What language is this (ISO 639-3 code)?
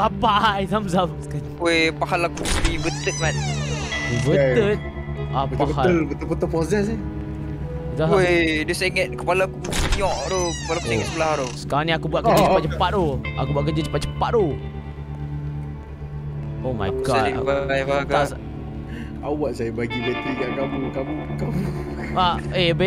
msa